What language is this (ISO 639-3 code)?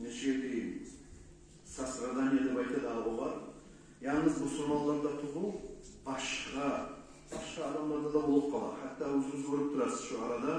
kum